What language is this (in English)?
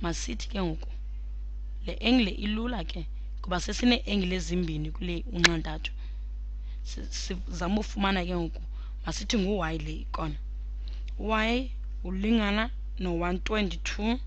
Xhosa